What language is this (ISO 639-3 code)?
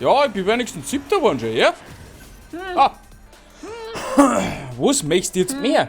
bar